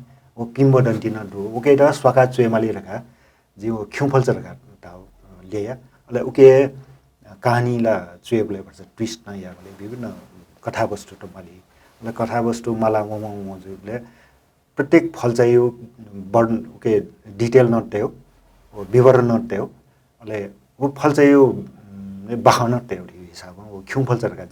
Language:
Newari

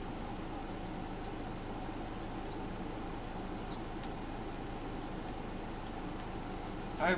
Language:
English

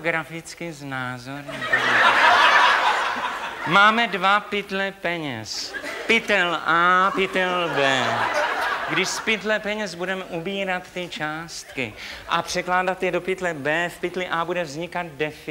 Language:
Czech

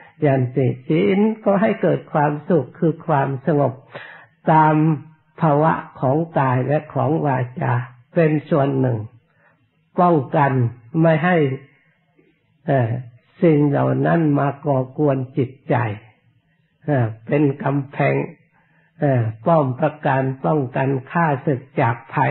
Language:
Thai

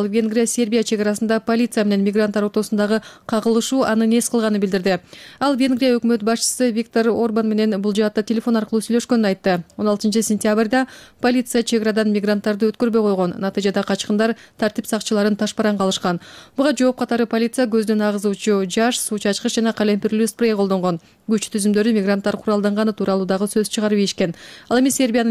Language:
Kyrgyz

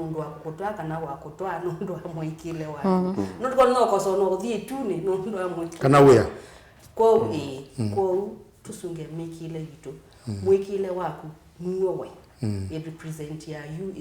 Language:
Kamba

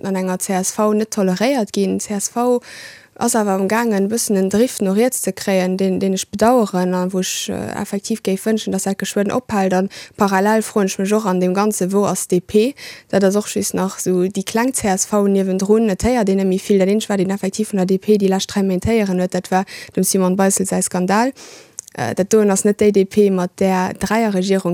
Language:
Luxembourgish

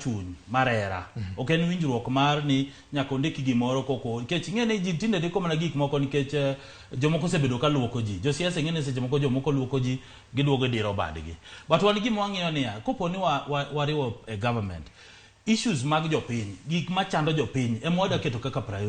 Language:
Luo (Kenya and Tanzania)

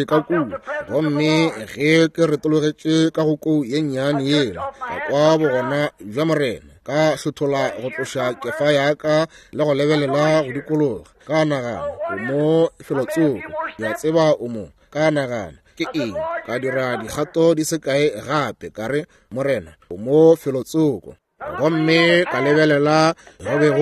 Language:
Northern Sotho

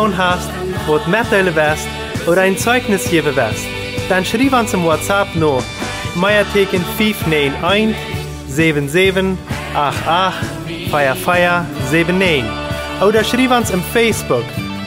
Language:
Plautdietsch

